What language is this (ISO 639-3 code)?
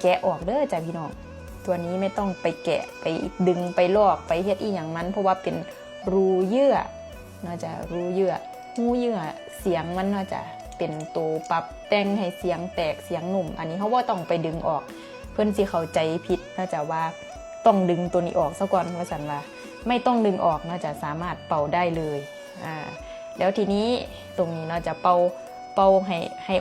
lao